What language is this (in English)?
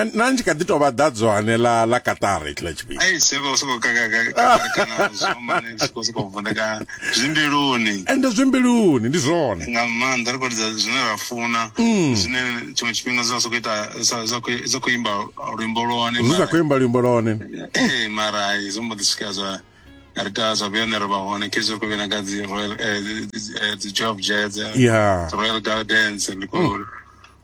Venda